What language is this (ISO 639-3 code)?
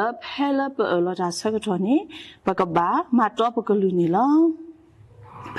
ksw